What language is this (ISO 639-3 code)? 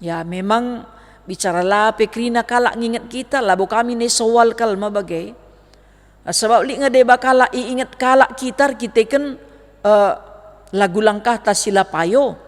btx